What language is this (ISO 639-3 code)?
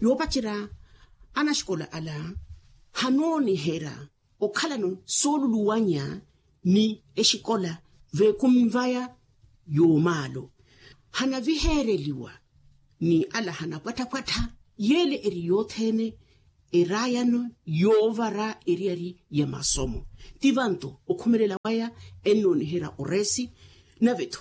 vmw